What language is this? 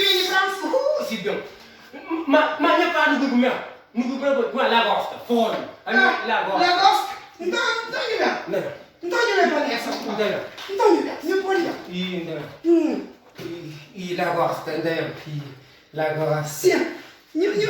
Kabuverdianu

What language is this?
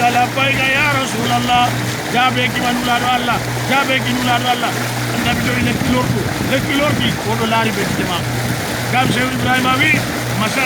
Fula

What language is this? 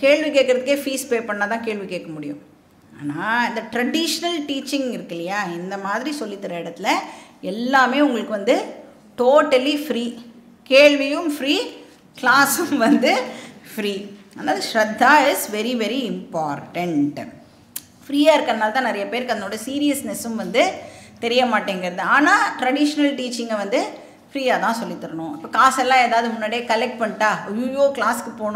Tamil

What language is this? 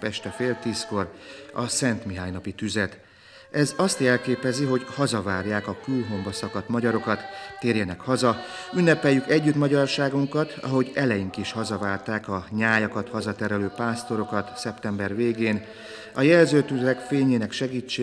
Hungarian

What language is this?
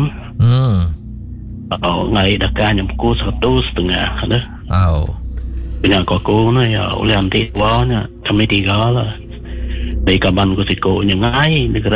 Iban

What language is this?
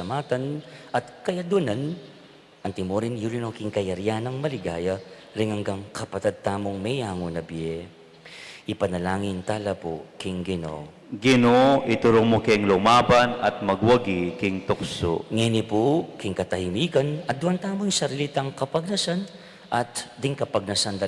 Pampanga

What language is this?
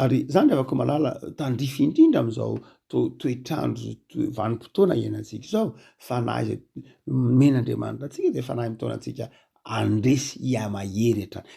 Malagasy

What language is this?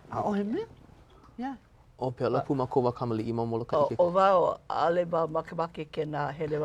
Hawaiian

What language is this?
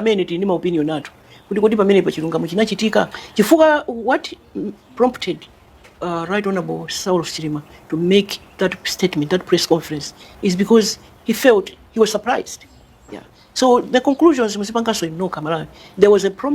Nyanja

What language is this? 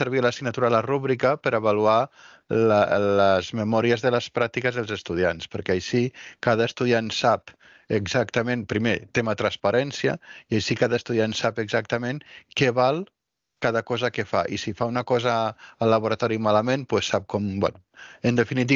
Catalan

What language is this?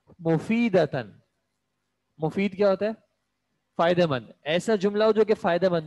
Urdu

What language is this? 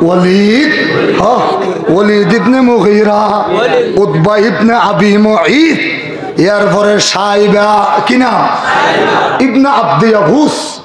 Rohingya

